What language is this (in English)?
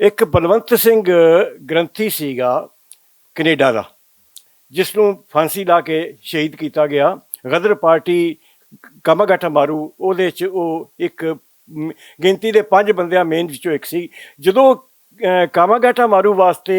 Western Panjabi